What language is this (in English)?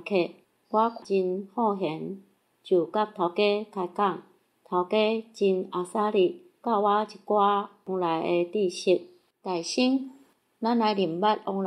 Min Nan Chinese